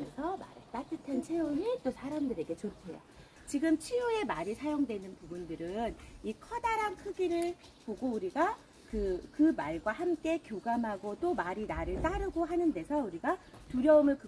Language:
Korean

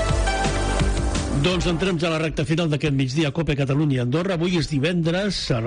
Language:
Catalan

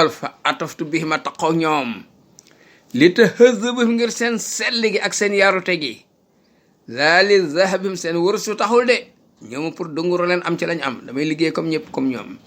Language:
Wolof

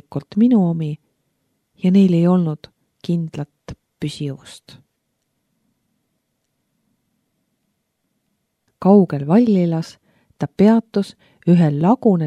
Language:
Estonian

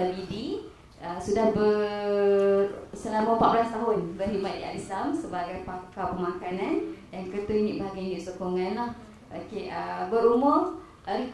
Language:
Malay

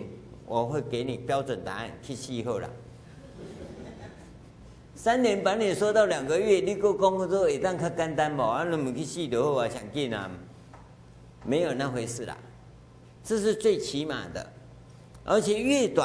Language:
Chinese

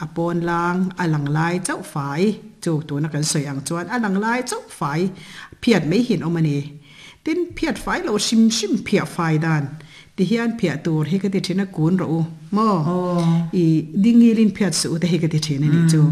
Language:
Mizo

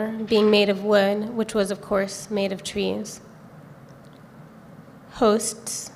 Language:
English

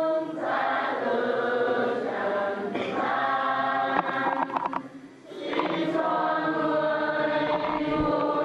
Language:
Vietnamese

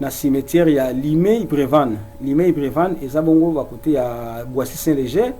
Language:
Lingala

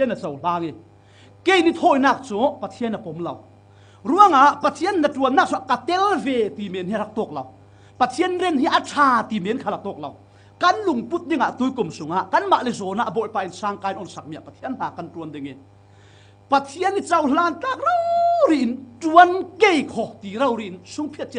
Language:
Falam Chin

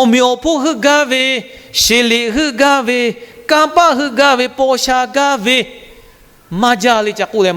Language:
Lahu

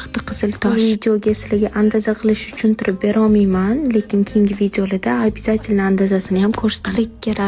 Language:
Uzbek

